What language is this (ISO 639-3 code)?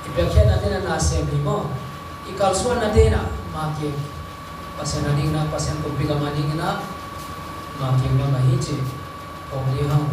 ctd